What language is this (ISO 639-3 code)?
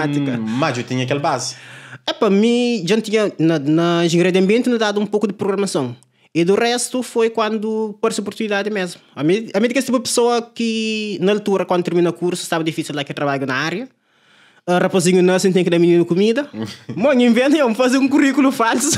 kea